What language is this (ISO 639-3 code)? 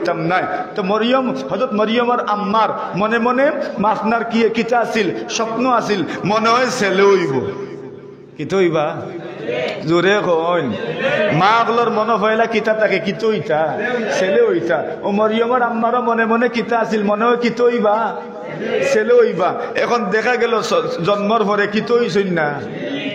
syl